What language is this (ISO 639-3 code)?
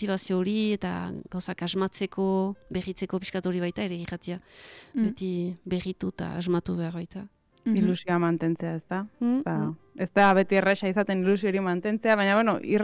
eus